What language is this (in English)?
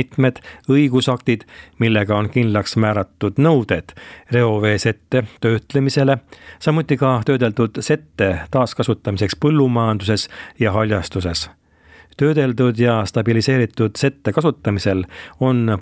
Estonian